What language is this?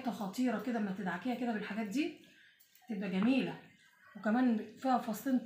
Egyptian Arabic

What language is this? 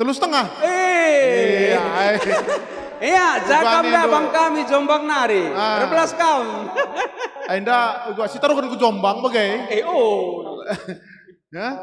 Batak Karo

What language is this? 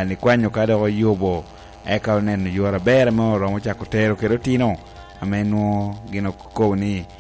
Lango (Uganda)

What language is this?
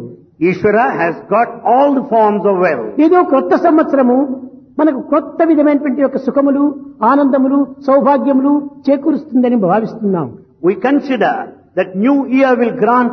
Telugu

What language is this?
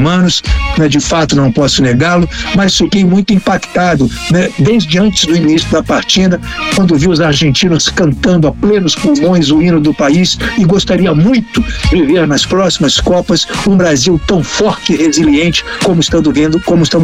Portuguese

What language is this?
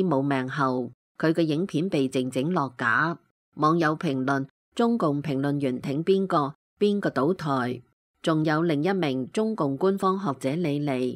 Cantonese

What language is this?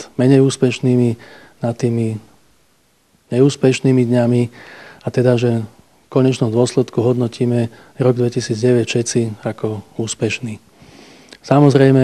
Slovak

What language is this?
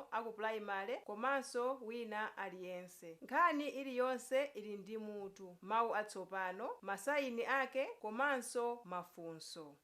Nyanja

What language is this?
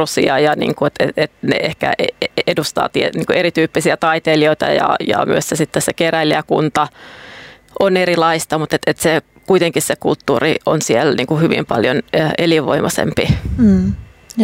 Finnish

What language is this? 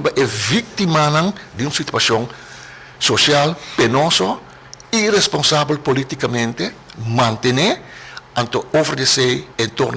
Papiamento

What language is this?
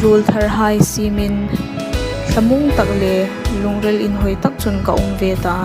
Hmar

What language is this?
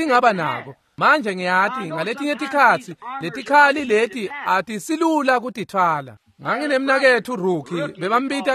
Swati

